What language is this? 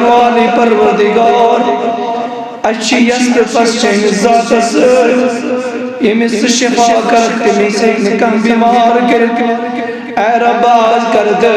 Kashmiri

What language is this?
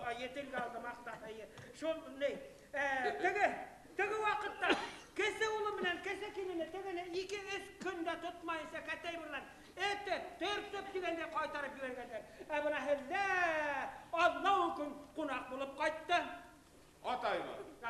Bashkir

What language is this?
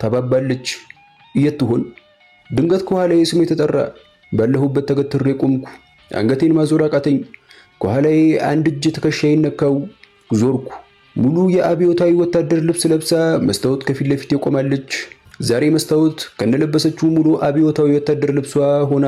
Amharic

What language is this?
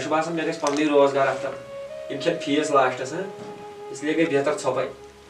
Kashmiri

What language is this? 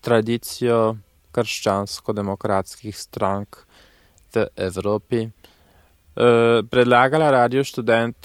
Slovenian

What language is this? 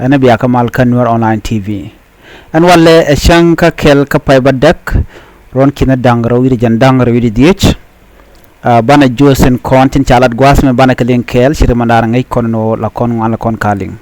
Nuer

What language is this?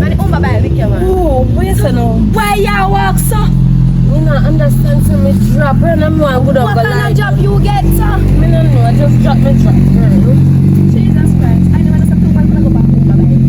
Jamaican Creole English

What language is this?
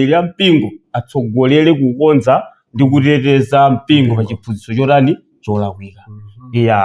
Nyanja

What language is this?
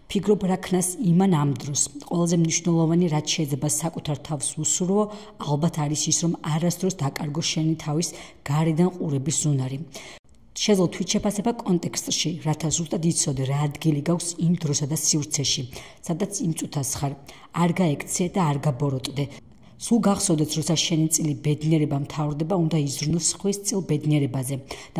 Georgian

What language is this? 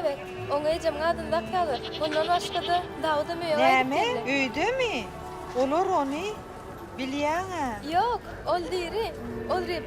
Turkmen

